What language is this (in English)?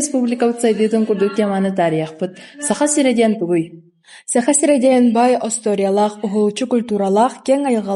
Yakut